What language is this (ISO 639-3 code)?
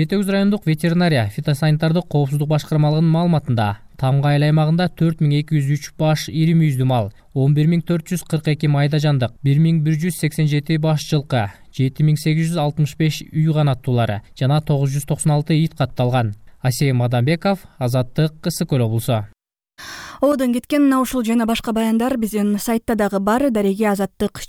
kir